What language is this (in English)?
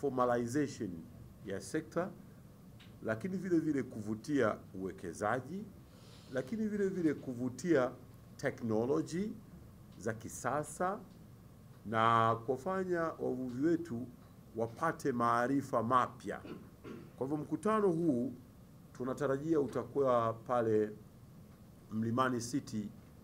Swahili